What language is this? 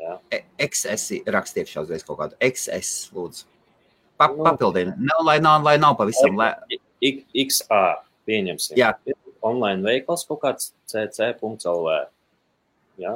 Latvian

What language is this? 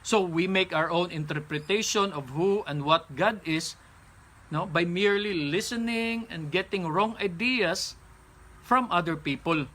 Cebuano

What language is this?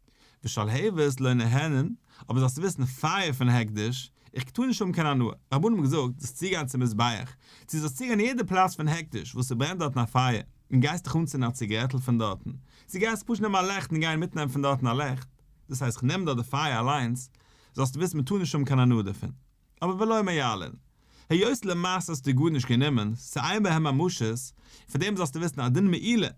Yiddish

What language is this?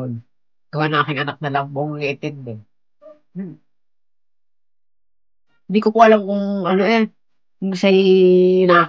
Filipino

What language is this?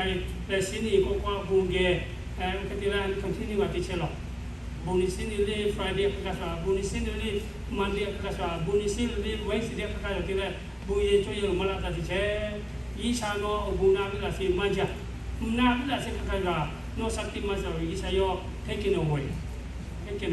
Lahu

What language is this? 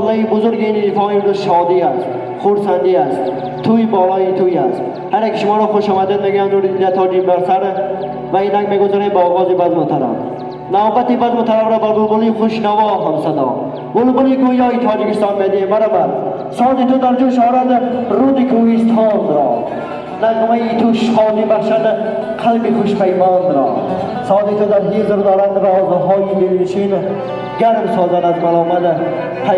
Tajik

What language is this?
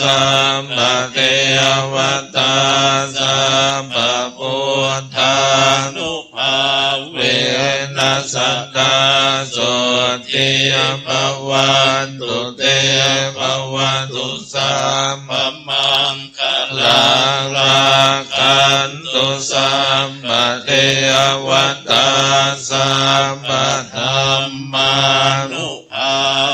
Pali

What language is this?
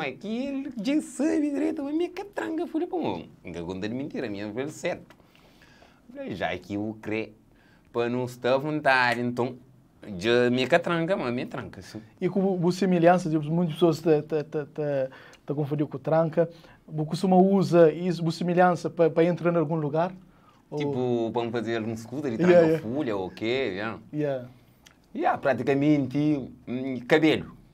Kabuverdianu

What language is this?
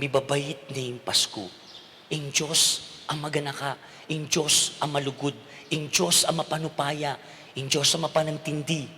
Pampanga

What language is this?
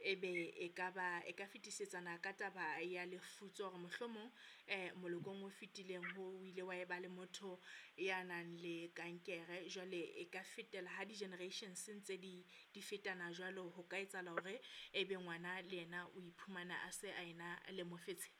Southern Sotho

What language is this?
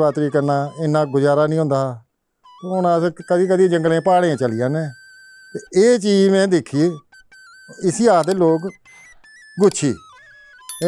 Dogri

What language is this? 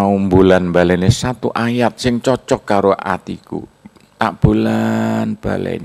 Javanese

